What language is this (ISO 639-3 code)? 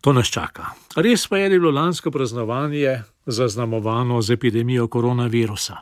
slv